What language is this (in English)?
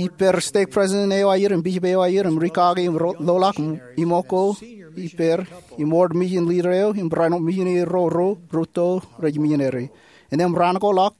Marshallese